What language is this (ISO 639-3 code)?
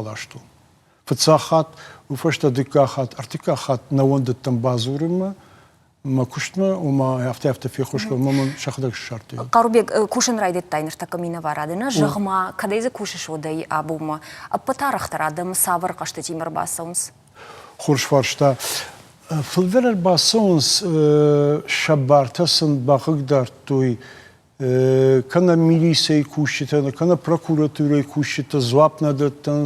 oss